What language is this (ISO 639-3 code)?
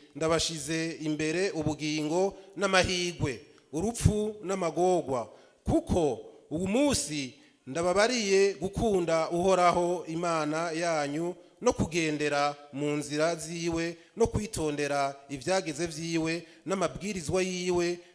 run